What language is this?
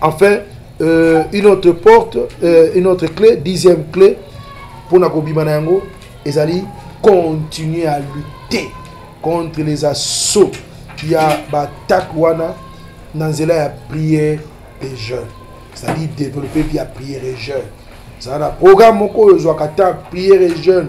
Lingala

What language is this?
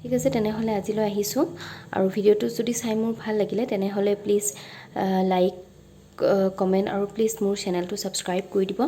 Assamese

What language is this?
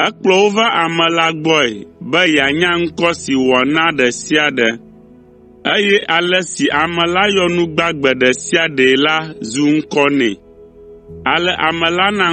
Ewe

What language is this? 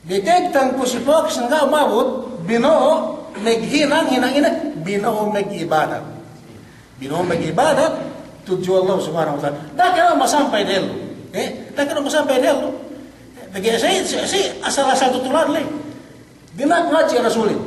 Yakan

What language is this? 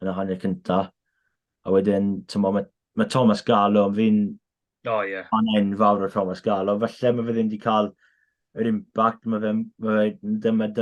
Welsh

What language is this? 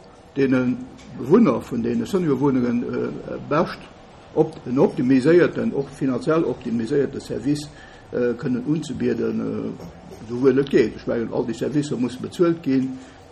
Luxembourgish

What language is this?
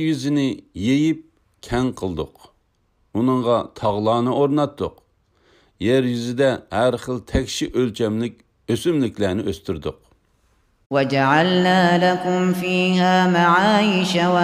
Uyghur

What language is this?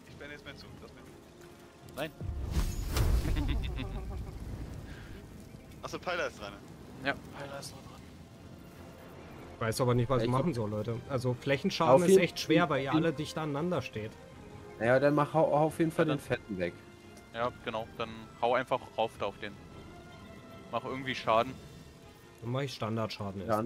German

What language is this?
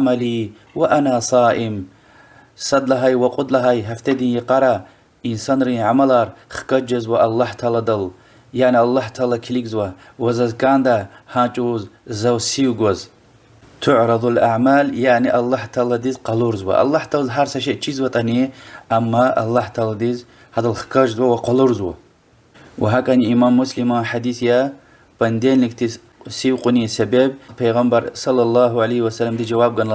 Lezghian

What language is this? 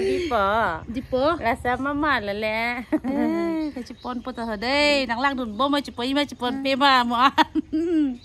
Karbi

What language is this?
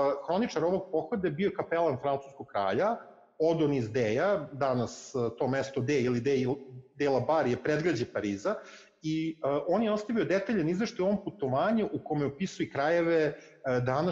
Serbian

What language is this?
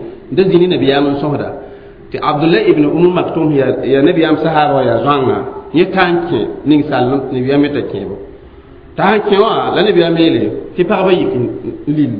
Mossi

